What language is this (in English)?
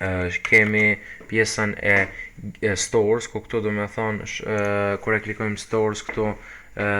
Albanian